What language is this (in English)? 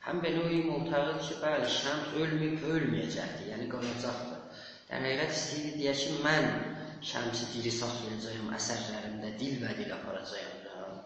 South Azerbaijani